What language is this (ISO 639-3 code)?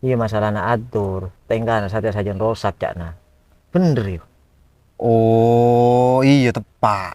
mad